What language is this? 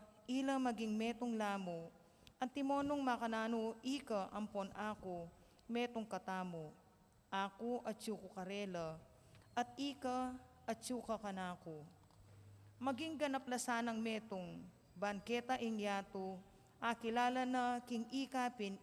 Pampanga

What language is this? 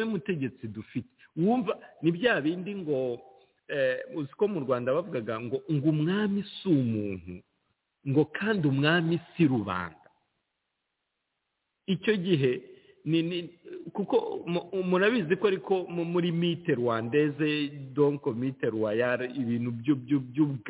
Kinyarwanda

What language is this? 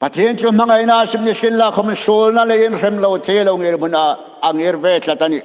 Hmar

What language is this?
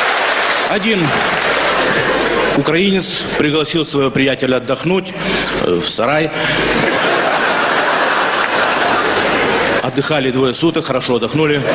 Russian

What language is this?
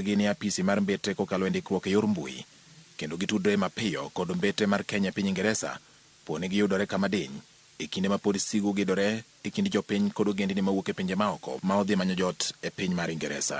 Luo (Kenya and Tanzania)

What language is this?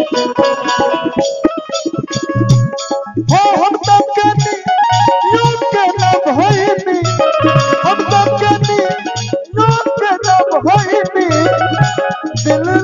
Bhojpuri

